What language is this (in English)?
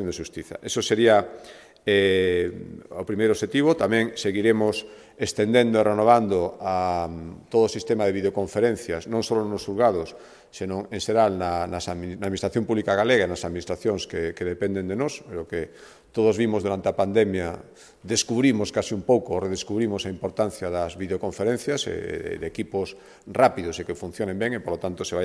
Galician